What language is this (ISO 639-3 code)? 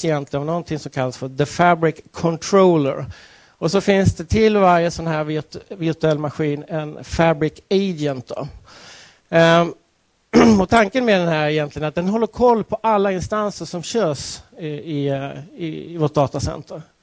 swe